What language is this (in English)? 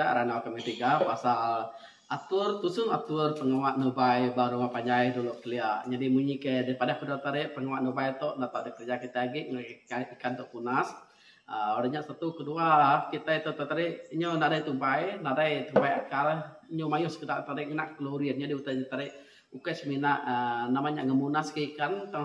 Iban